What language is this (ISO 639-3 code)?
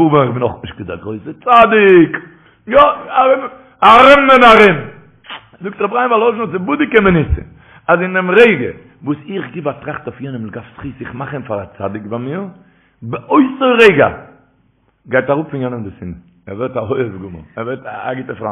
yid